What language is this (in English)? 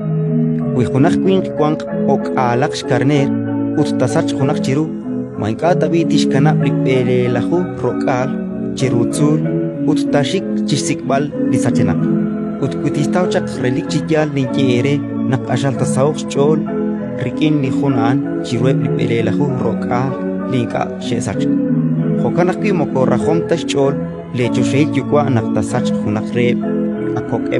Kekchí